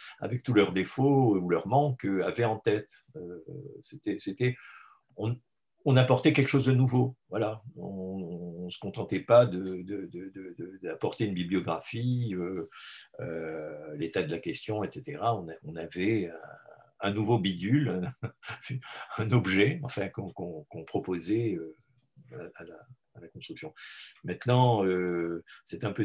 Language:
French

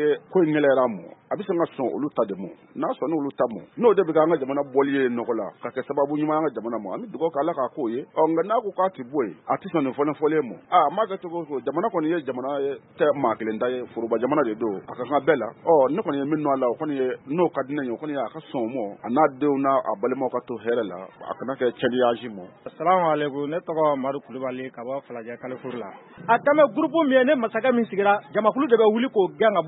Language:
Bambara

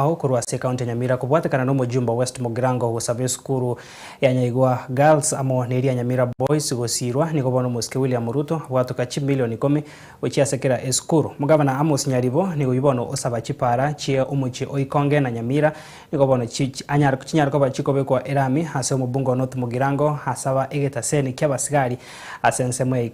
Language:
Gusii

